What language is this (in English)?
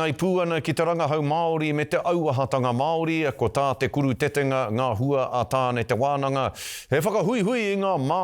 Māori